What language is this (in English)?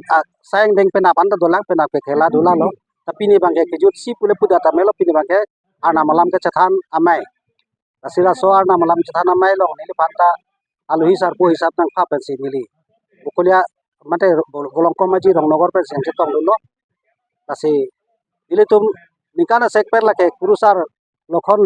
Karbi